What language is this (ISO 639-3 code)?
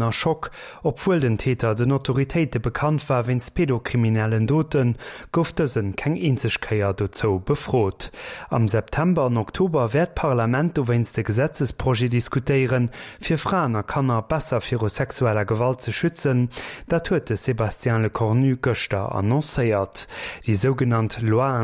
ltz